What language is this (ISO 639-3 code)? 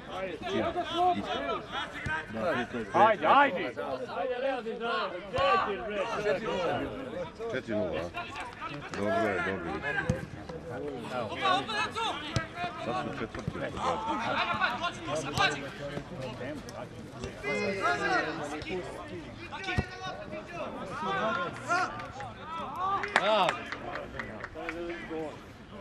srp